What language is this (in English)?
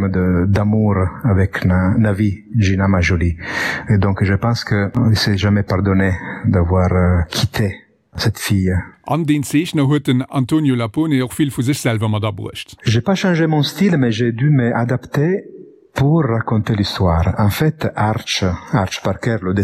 Luxembourgish